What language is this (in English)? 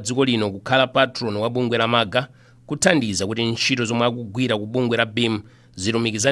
Nyanja